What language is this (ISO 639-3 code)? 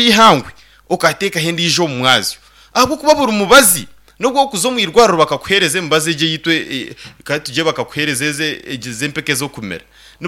nyn